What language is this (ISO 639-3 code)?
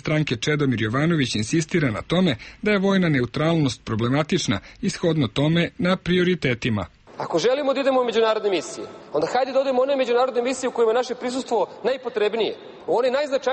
srp